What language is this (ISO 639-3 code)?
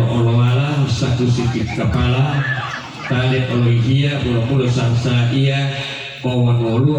gor